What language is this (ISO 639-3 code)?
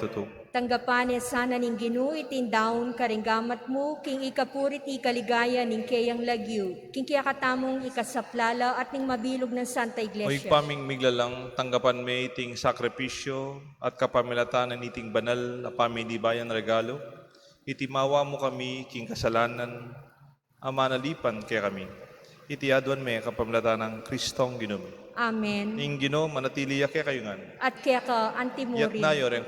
pam